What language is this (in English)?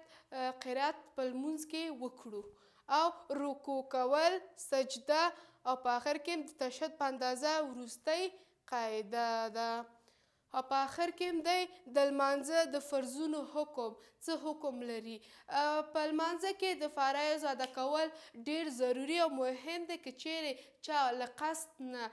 Pashto